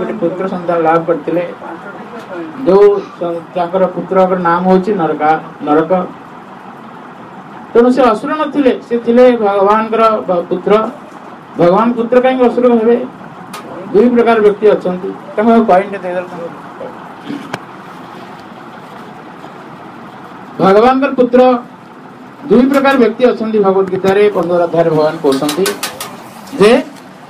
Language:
Odia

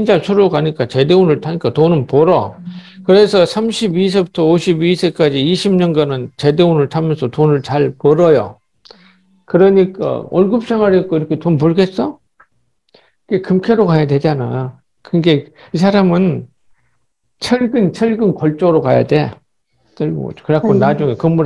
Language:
Korean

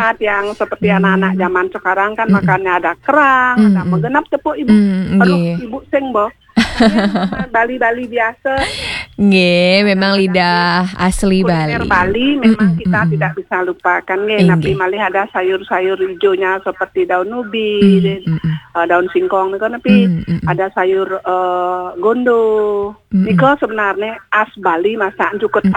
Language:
Balinese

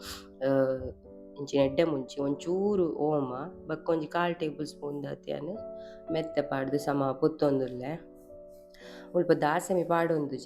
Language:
Tulu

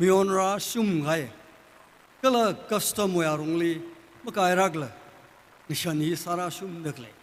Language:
Tangkhul Naga (India)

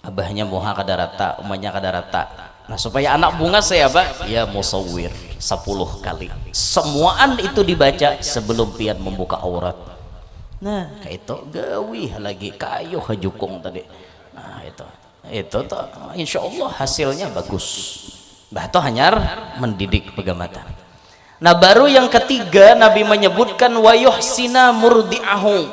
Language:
Banjar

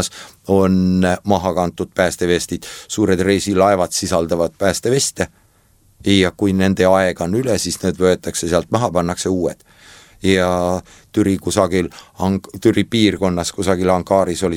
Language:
Estonian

